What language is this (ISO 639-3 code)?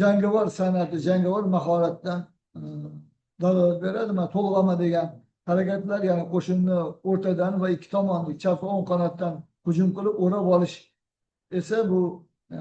uzb